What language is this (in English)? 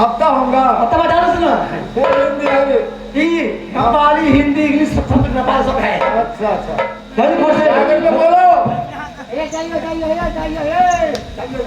Maithili